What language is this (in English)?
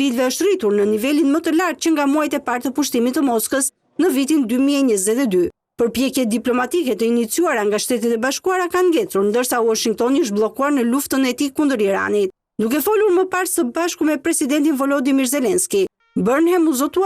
Albanian